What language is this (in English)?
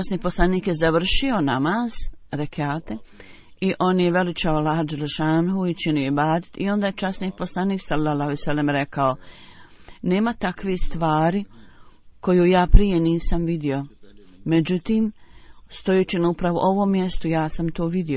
Bosnian